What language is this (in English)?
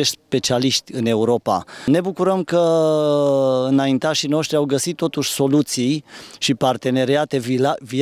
Romanian